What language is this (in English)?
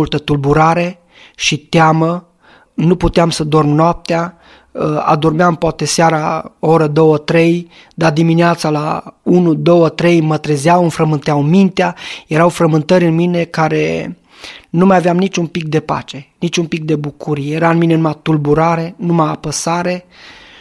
Romanian